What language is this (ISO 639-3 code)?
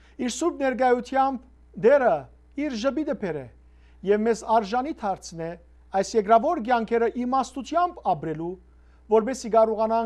hyw